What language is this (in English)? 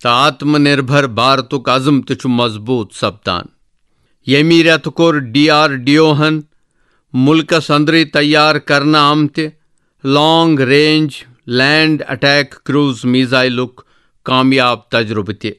Kashmiri